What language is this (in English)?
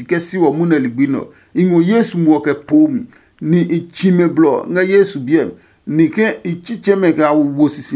Adangme